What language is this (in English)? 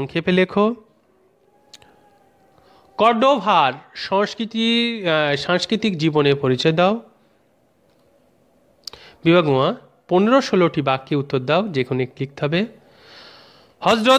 Bangla